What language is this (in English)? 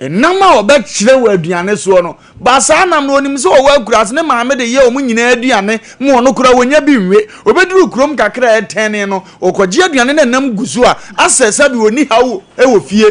Akan